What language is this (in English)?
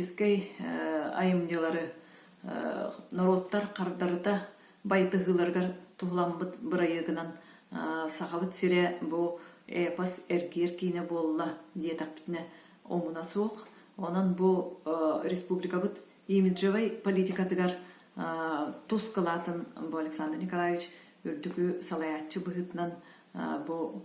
Yakut